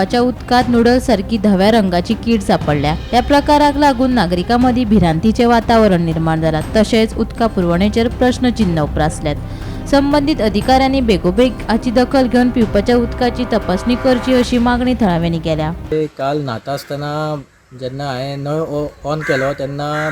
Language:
Konkani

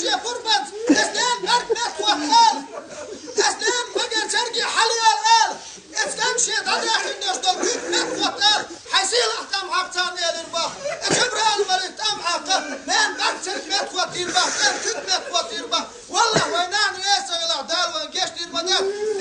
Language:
Chechen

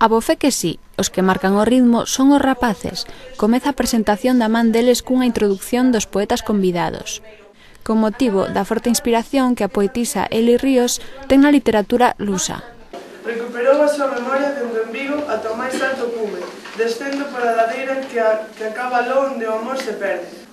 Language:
Galician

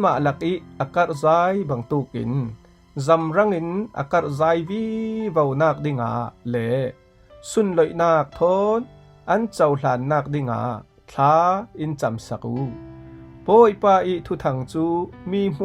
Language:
Falam Chin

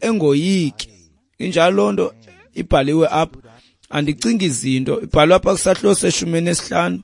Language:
Xhosa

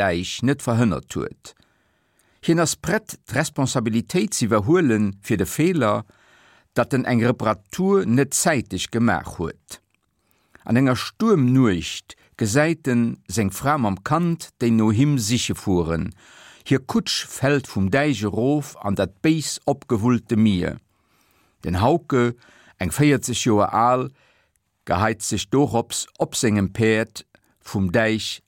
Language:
Luxembourgish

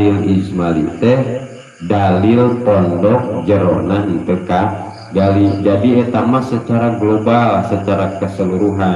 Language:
Sundanese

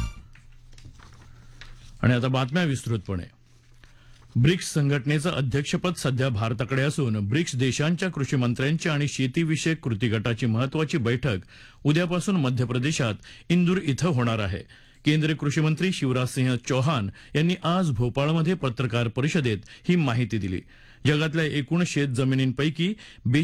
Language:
Marathi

